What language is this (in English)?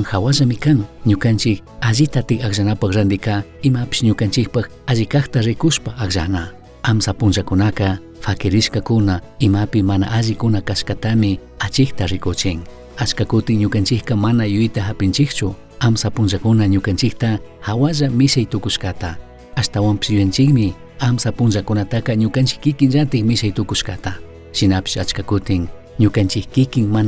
Chimborazo Highland Quichua